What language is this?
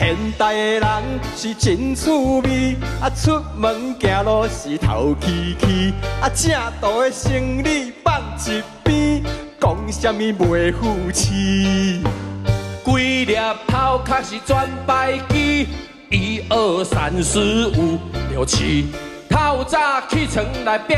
Min Nan Chinese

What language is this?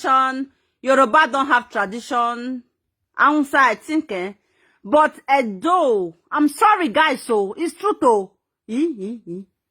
Nigerian Pidgin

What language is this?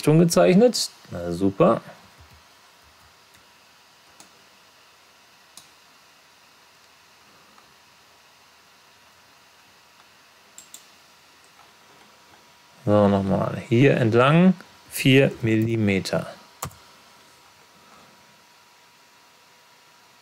German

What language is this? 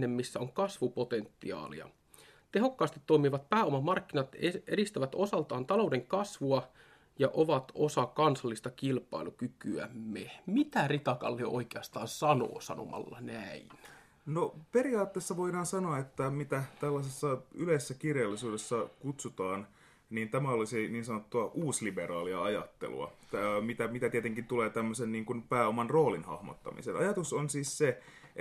Finnish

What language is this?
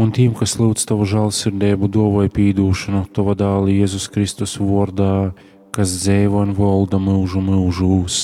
Latgalian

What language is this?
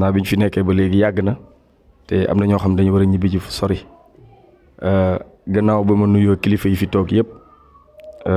Wolof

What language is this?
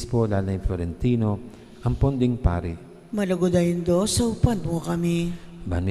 Pampanga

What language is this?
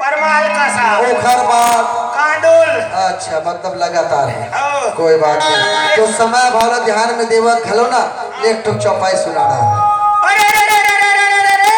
Chhattisgarhi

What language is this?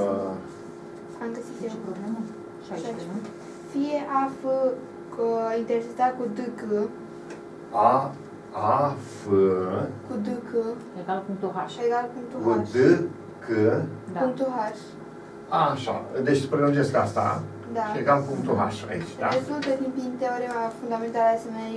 Romanian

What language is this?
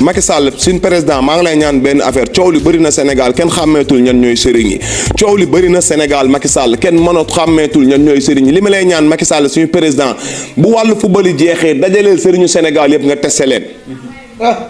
Wolof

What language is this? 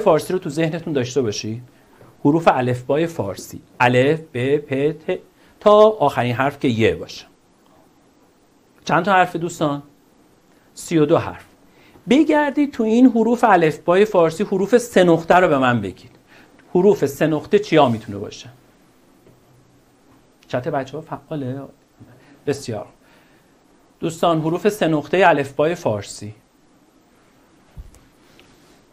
Persian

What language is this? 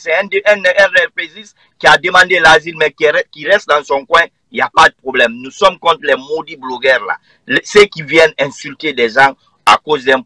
French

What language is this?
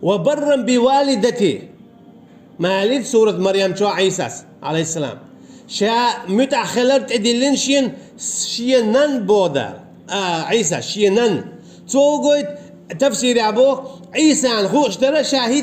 Chechen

